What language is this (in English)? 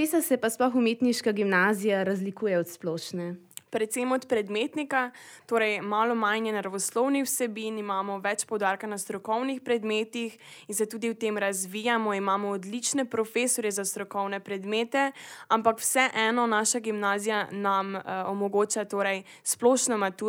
Slovenian